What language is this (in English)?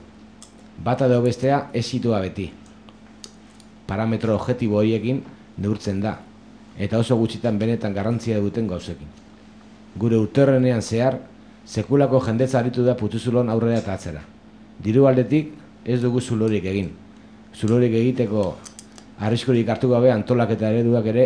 Basque